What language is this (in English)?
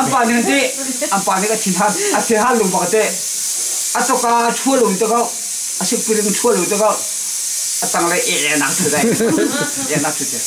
Hakha Chin